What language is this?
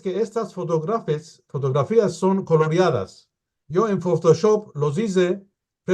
Ladino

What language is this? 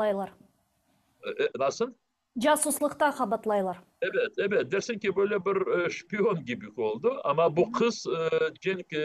Crimean Tatar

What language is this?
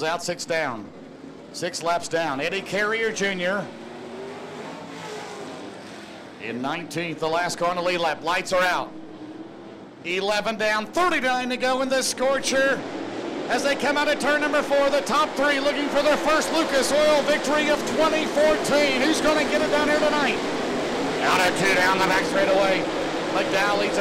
English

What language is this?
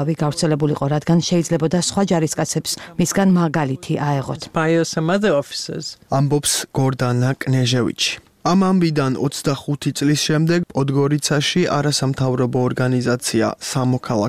Georgian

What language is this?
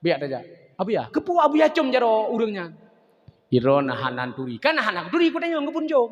Achinese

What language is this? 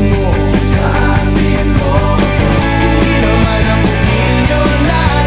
Filipino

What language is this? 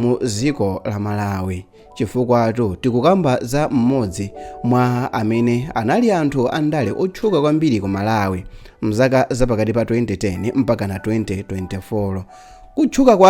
Nyanja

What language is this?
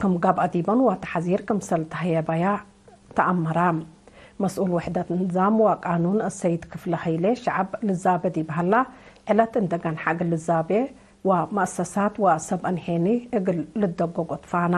Tigre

